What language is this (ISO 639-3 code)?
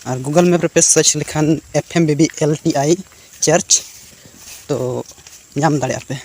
sat